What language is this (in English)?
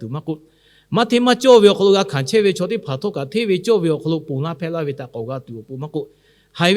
Lahu